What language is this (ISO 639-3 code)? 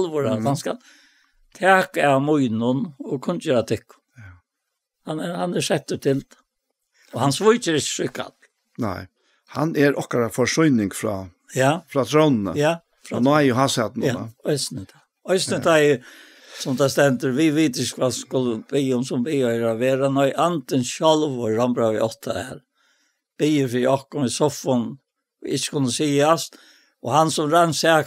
fao